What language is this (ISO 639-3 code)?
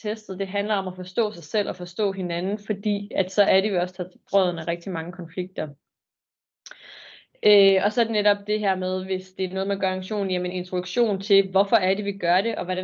dan